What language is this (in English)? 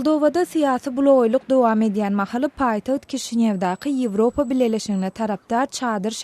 Turkmen